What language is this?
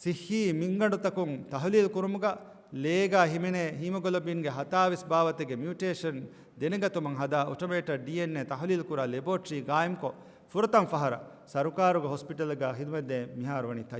Divehi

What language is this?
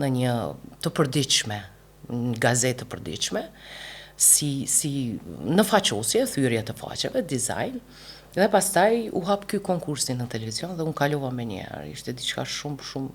Albanian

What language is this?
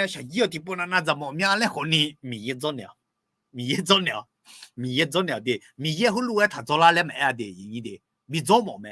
Akha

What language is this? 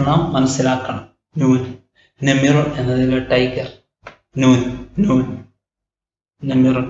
Malayalam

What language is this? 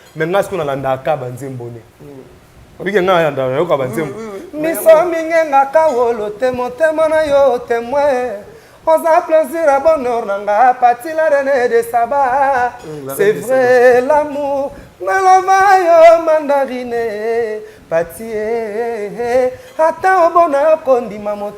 Lingala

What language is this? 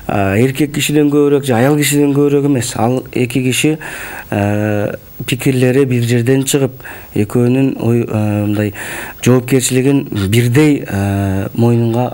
Kyrgyz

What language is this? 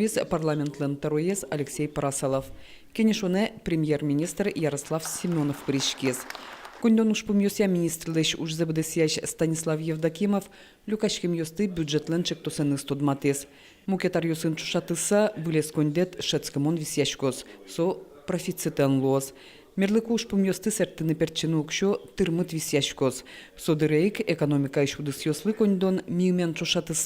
Udmurt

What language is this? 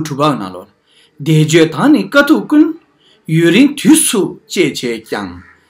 Tibetan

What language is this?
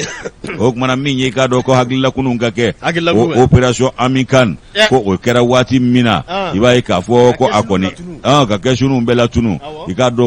Bambara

